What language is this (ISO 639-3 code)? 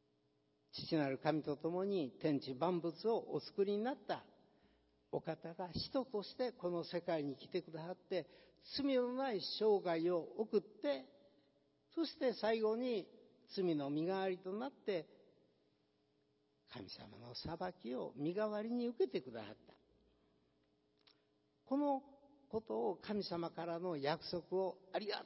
jpn